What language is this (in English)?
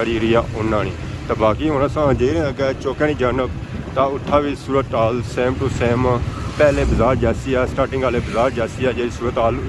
Pahari-Potwari